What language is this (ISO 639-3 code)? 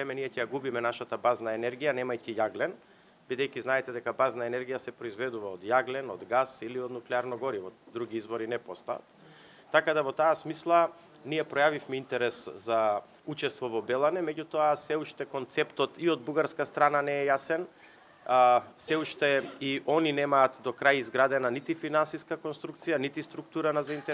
mkd